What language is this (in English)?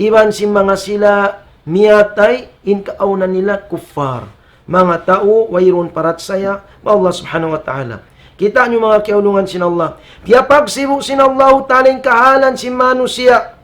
Tausug